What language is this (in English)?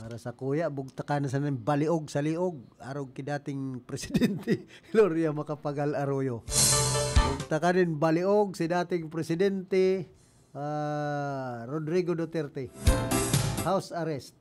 Bikol